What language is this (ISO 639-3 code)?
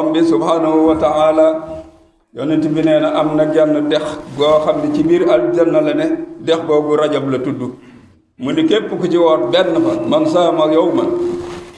wol